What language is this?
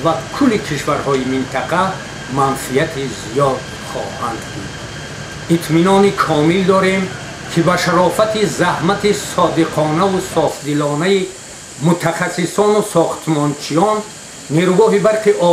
Tajik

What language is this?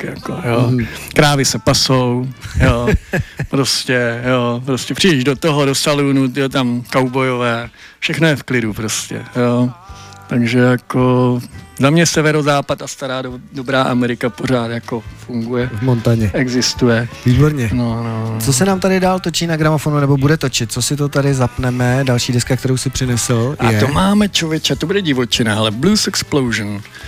Czech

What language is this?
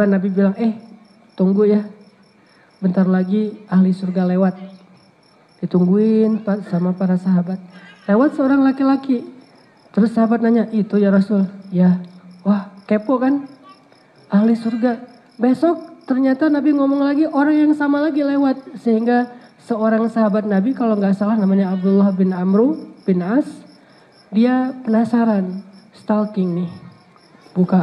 Indonesian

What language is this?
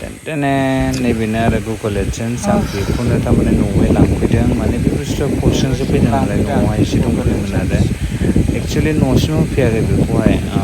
Bodo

